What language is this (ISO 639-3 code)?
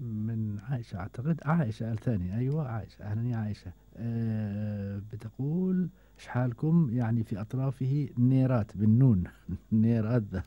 afb